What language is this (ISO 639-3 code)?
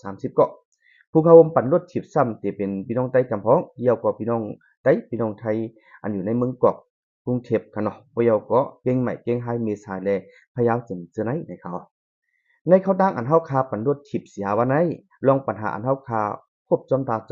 shn